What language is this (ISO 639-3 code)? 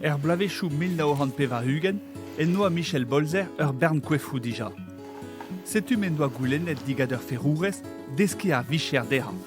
bre